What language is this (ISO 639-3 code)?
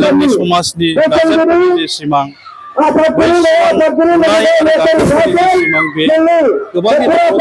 brx